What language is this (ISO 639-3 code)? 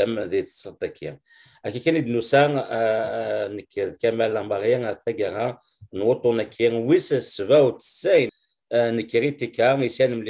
kab